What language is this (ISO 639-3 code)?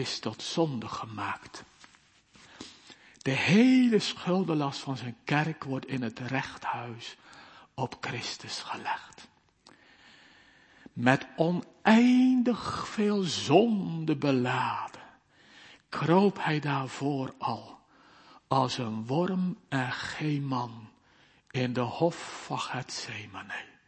nld